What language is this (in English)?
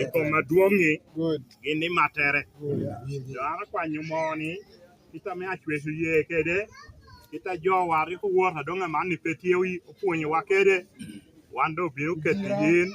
Lango (Uganda)